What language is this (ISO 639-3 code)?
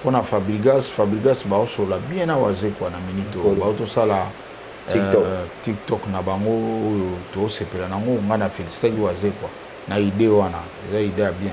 lin